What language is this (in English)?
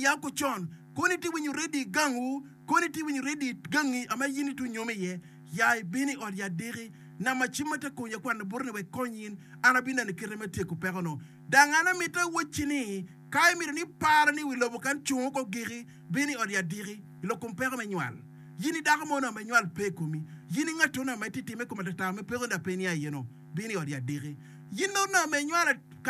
Acoli